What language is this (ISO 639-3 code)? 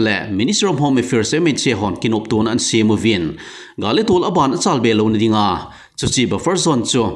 tcz